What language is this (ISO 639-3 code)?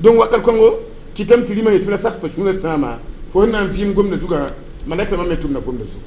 mos